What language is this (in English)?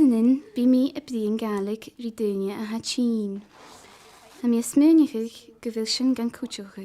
Scottish Gaelic